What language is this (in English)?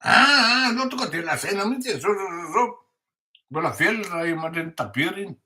Malagasy